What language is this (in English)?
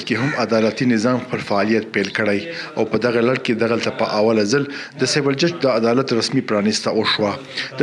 Pashto